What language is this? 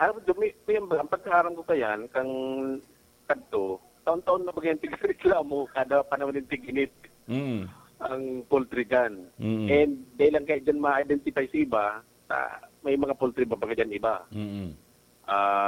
Bikol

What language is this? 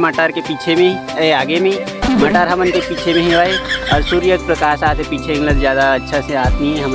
Chhattisgarhi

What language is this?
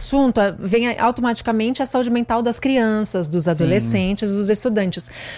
Portuguese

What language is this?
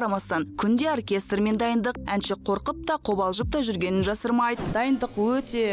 Kazakh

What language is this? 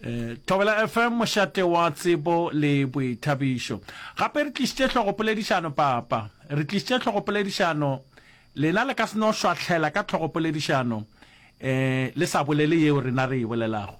Northern Sotho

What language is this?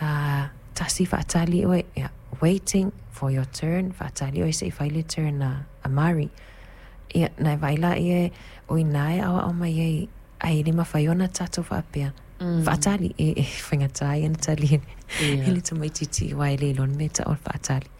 Samoan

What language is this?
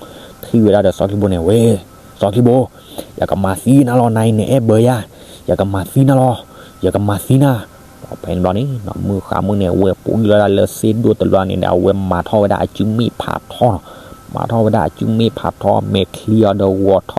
S'gaw Karen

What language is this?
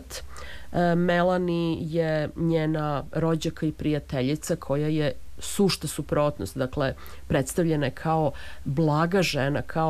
Serbian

